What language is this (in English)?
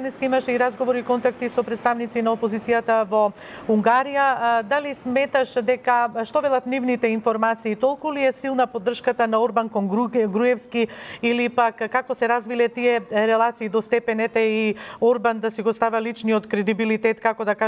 Macedonian